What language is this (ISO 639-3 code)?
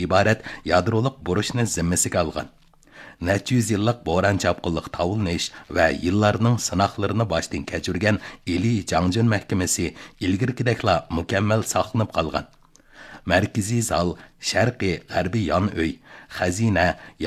uig